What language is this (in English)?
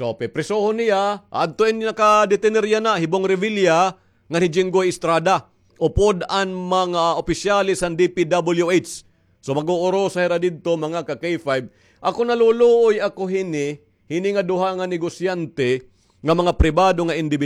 Waray